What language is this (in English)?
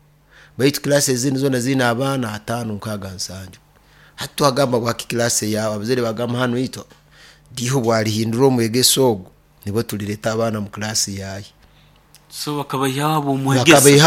Nyoro